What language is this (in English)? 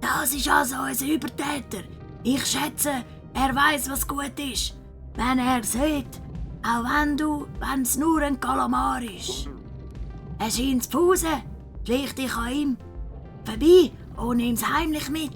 Swiss German